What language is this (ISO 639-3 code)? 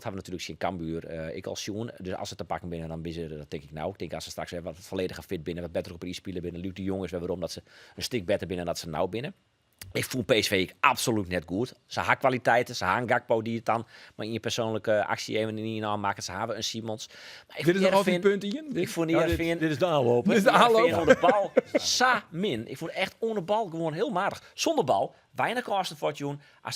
fry